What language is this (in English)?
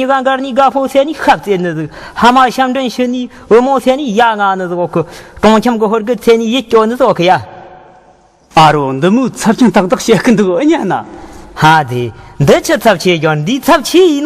Tibetan